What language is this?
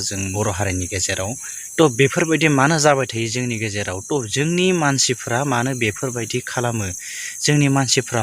Bodo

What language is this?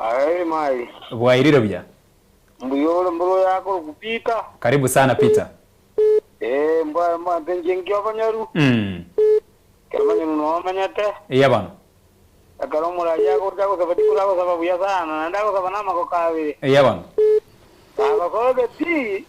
Gusii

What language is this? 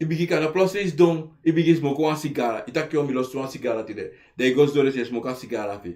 Sranan Tongo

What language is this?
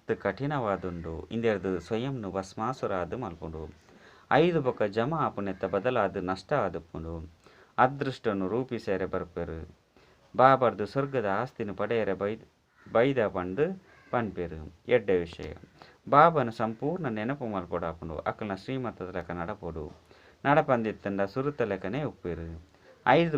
Tulu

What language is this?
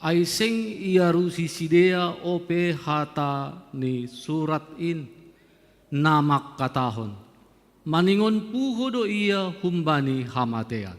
Batak Simalungun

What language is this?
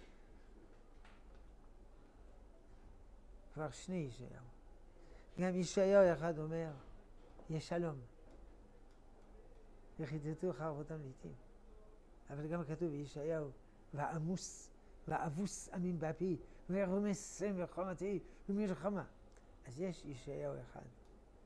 Hebrew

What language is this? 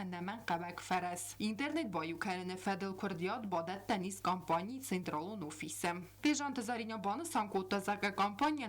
Ossetic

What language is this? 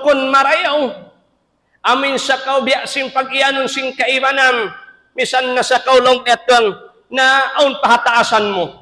Tausug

